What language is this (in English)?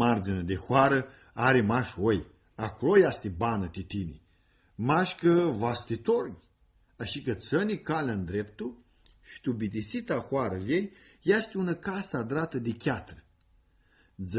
Aromanian